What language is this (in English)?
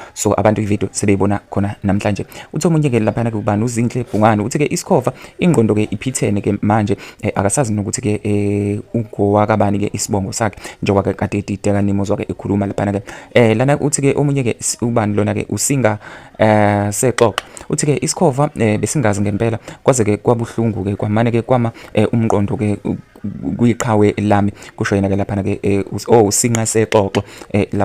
Zulu